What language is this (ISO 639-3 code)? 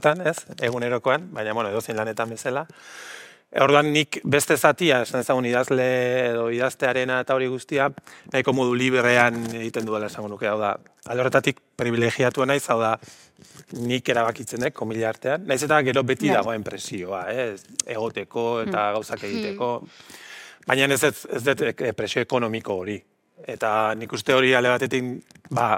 eus